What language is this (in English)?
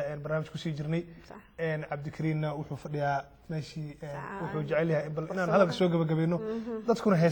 Somali